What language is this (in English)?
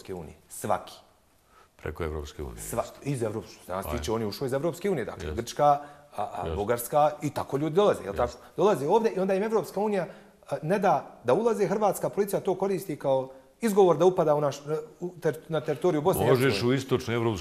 Bosnian